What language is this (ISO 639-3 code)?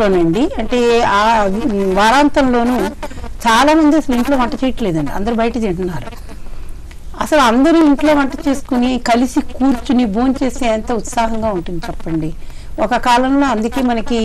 tel